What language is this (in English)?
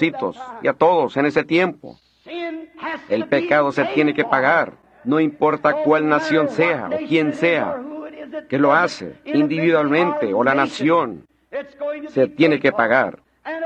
Spanish